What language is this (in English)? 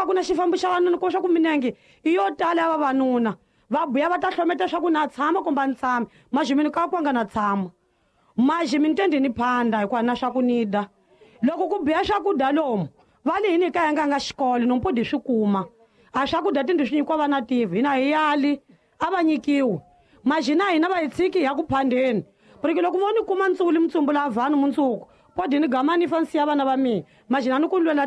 Tsonga